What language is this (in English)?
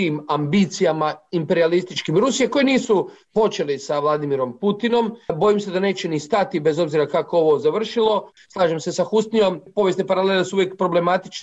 Croatian